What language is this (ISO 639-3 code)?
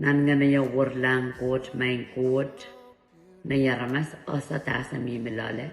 pon